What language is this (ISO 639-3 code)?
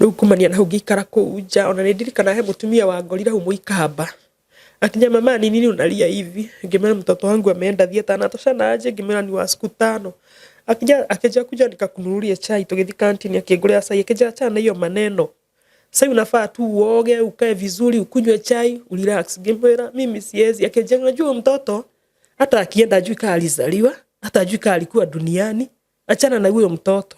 kik